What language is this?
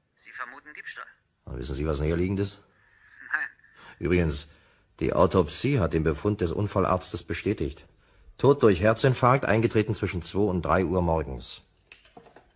German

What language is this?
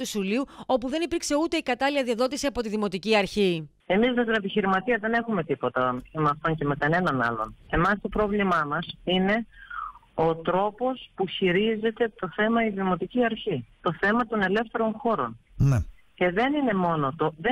Greek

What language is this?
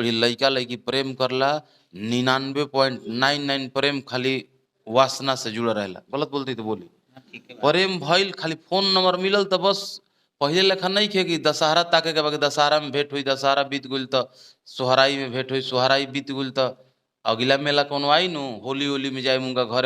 Bhojpuri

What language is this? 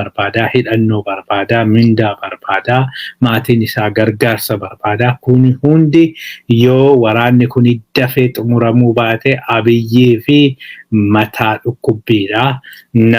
Oromo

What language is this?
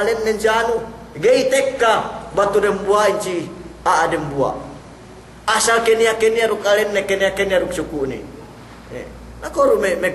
Yakan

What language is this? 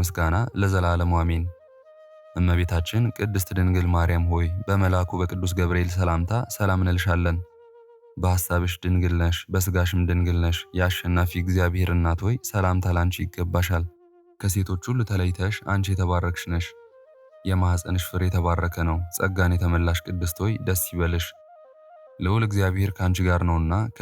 Amharic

